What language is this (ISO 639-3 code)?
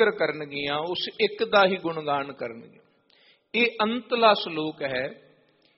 pan